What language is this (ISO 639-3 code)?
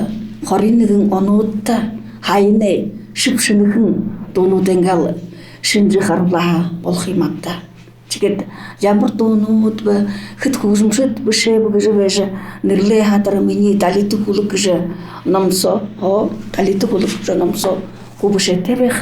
bua